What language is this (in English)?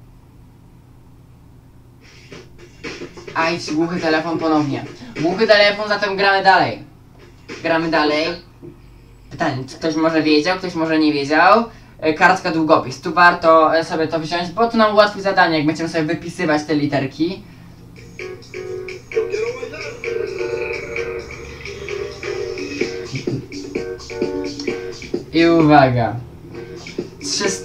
Polish